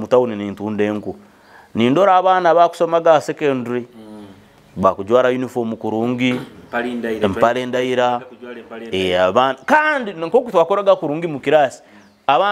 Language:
Nyoro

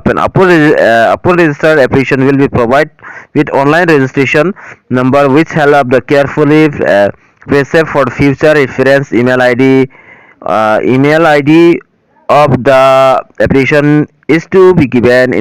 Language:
Karbi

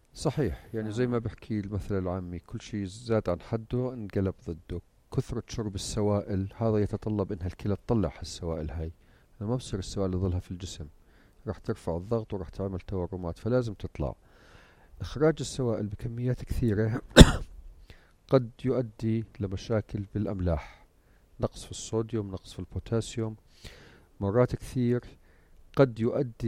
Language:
North Levantine Arabic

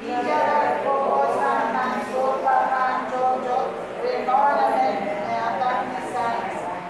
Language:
Pohnpeian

